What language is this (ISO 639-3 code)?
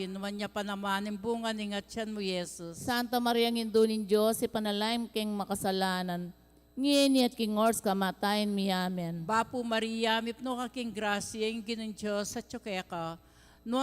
pam